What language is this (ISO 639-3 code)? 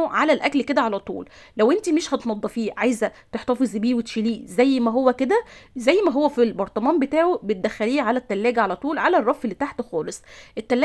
arz